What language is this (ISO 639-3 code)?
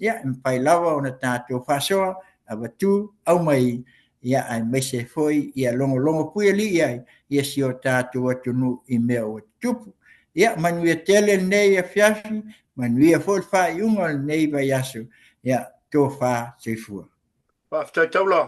smo